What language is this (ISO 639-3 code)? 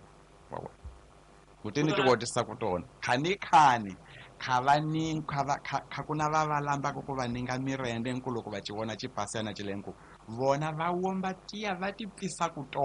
tso